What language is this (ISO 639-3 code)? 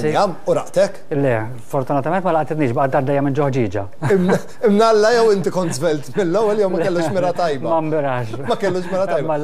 mlt